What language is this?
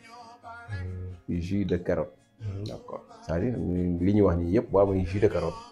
Wolof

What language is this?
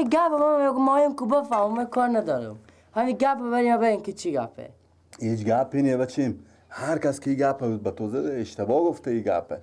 Persian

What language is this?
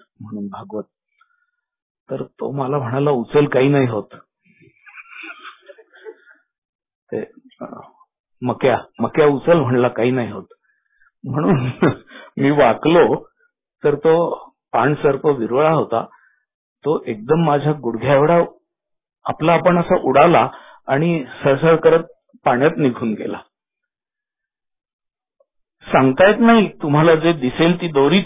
Marathi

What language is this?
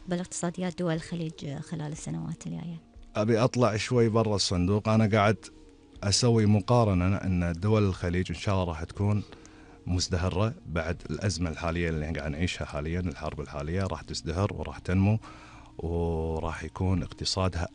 Gulf Arabic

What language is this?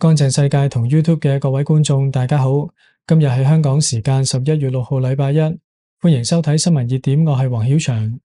Cantonese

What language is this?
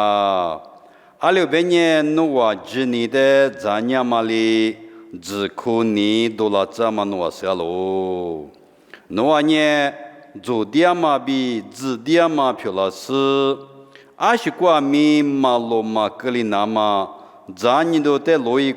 Lisu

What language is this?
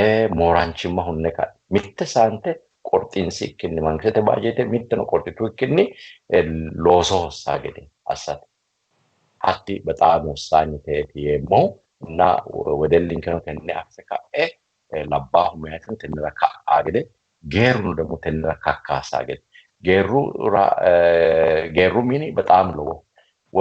Sidamo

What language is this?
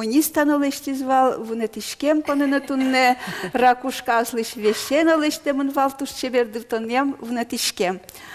Udmurt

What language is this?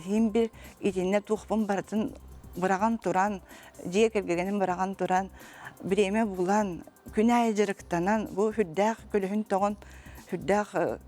Yakut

